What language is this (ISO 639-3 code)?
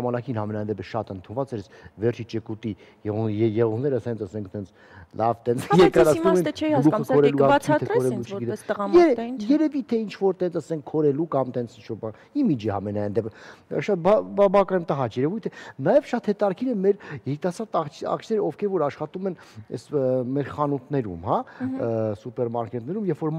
hye